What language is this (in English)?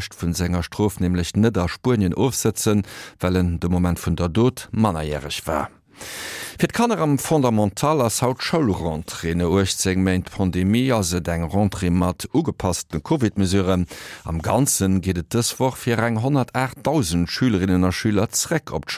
Luxembourgish